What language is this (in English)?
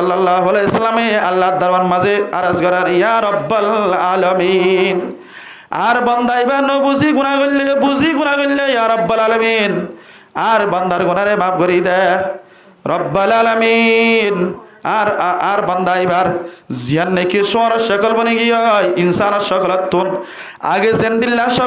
Rohingya